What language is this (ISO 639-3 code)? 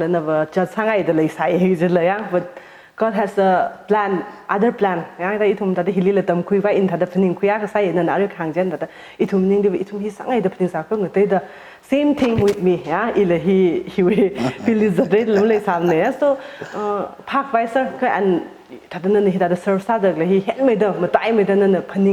nmf